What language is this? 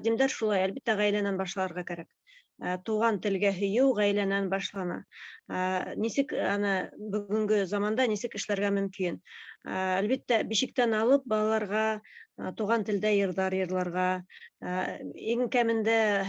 Bashkir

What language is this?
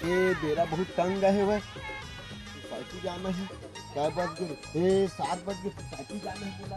Chhattisgarhi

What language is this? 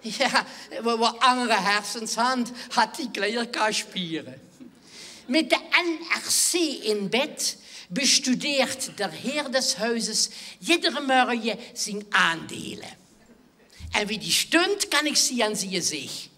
Limburgish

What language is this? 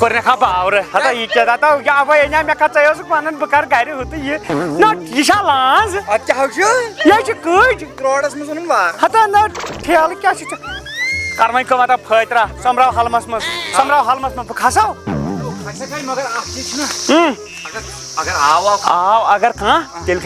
Kashmiri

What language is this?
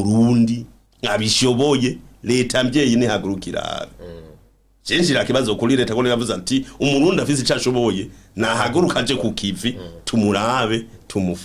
Rundi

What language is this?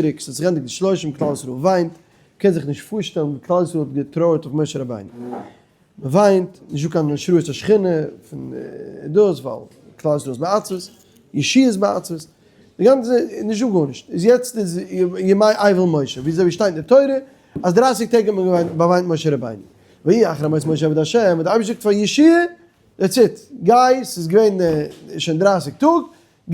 Yiddish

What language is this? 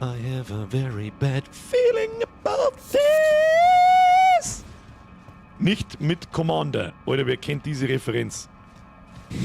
Bavarian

